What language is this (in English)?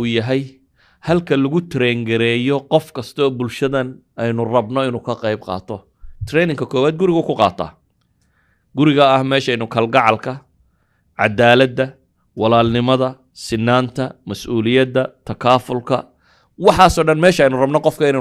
Somali